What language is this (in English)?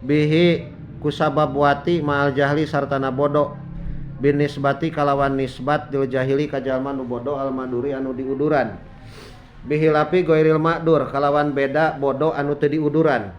Sundanese